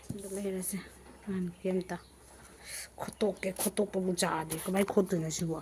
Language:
Manipuri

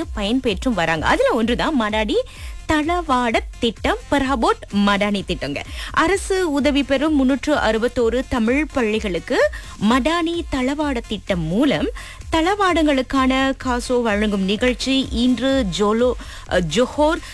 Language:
Tamil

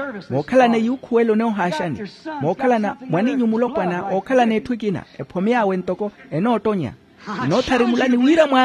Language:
Makhuwa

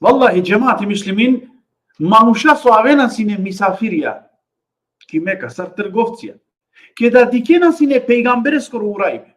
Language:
Balkan Romani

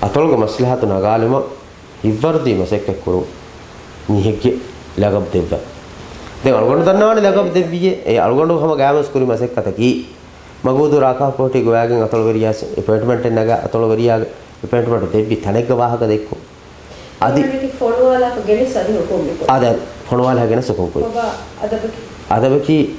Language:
Divehi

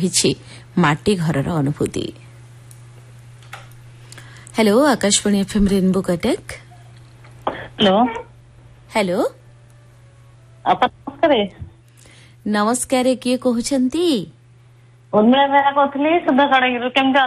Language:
Odia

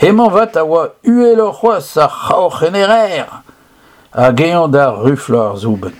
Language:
Breton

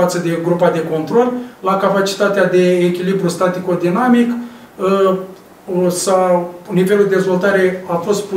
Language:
Romanian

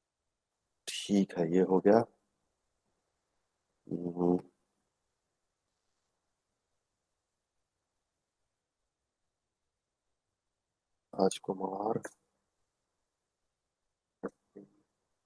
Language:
Hindi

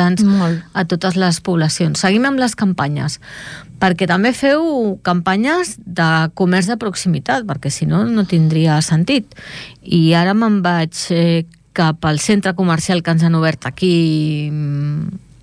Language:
Catalan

